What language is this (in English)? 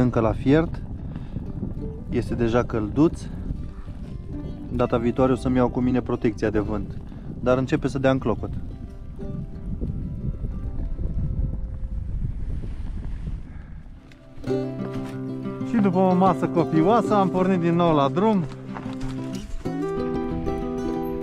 Romanian